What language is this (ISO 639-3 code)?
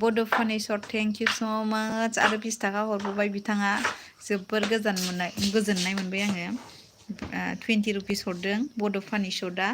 brx